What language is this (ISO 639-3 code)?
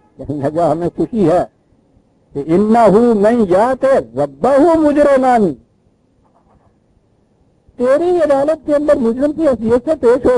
urd